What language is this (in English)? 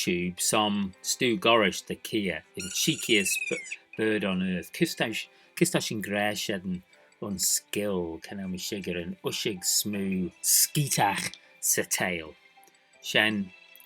Manx